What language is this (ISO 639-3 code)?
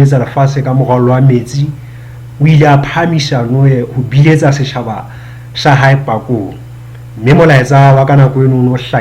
sot